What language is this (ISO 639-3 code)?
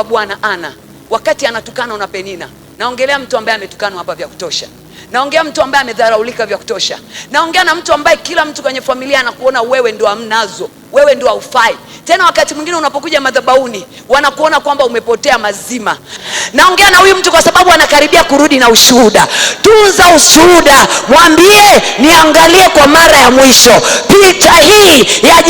swa